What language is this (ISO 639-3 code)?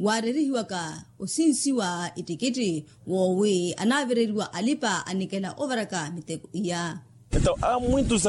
vmw